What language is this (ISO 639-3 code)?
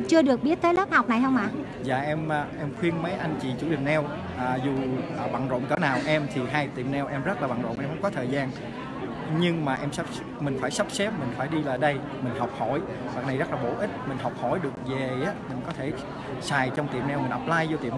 vie